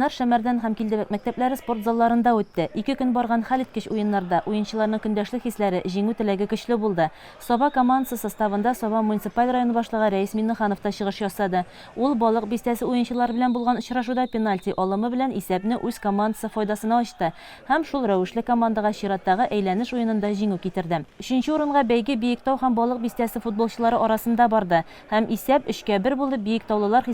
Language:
Tatar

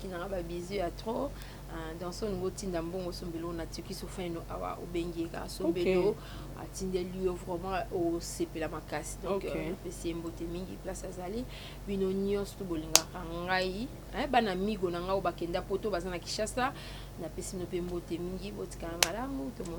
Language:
Lingala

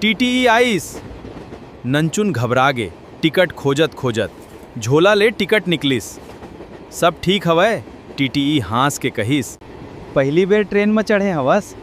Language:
Chhattisgarhi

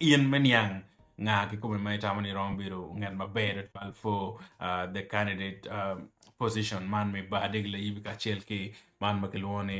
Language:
Acoli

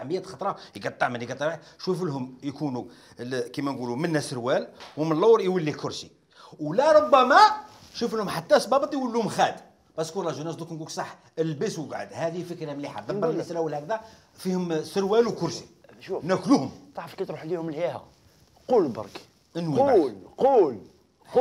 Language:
Algerian Arabic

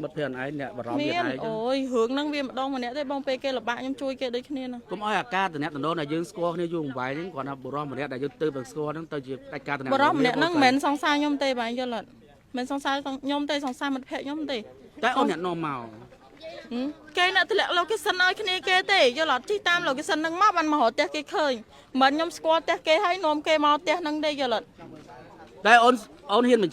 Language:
Khmer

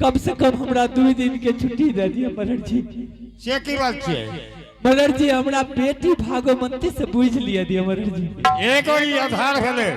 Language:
Angika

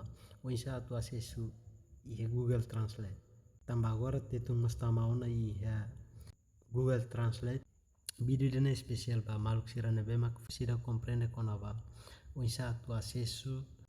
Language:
Tetum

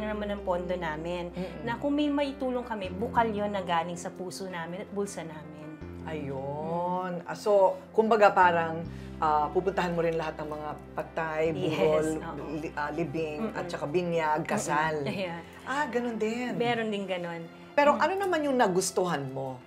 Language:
Filipino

